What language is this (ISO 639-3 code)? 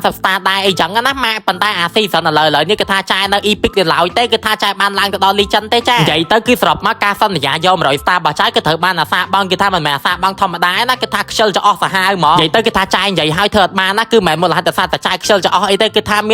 khm